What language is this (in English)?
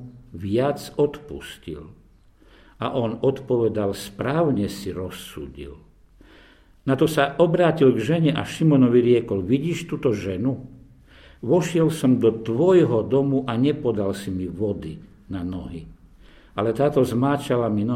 Slovak